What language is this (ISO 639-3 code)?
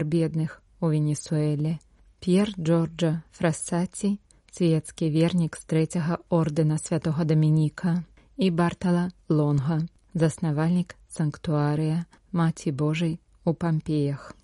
bel